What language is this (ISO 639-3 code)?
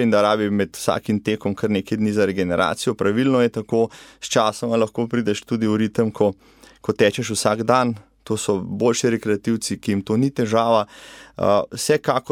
slv